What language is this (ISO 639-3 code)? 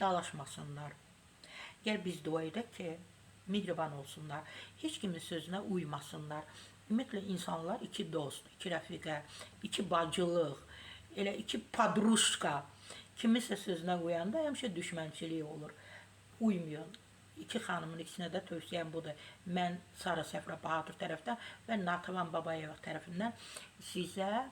aze